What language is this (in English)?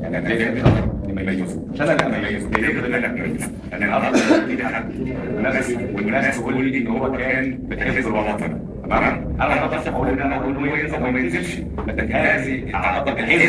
Egyptian Arabic